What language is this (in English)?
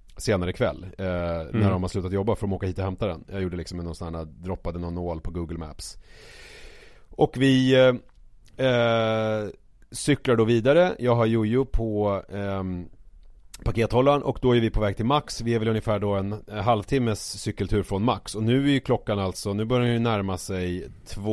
Swedish